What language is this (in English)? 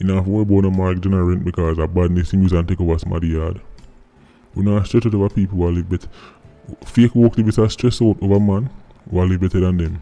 Jamaican Creole English